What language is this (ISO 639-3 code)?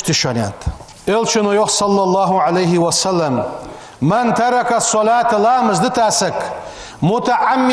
inh